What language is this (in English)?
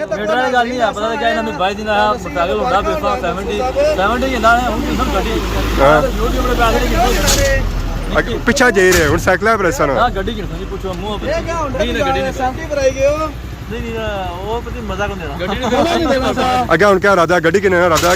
Pahari-Potwari